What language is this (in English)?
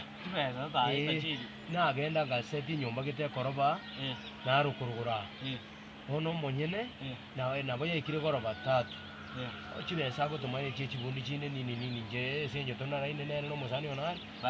Gusii